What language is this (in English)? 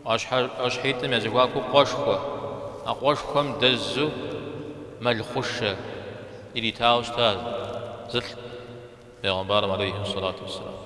Kabardian